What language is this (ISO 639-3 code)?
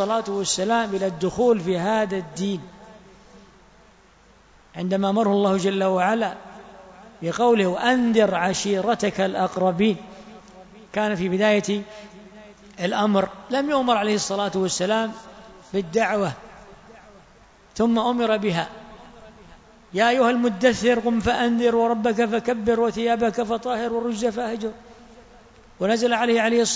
ara